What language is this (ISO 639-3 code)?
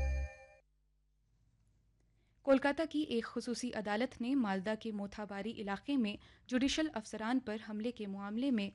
urd